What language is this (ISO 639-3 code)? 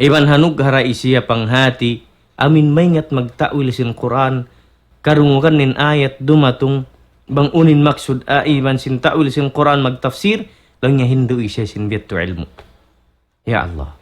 tsg